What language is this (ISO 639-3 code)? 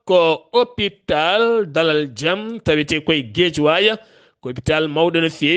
ful